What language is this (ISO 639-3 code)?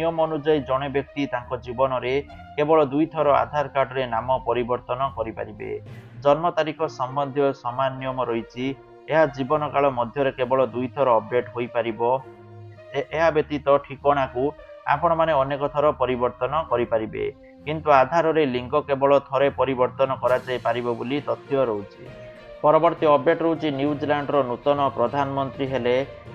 ori